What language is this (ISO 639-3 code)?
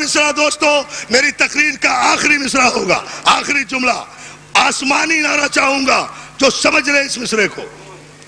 urd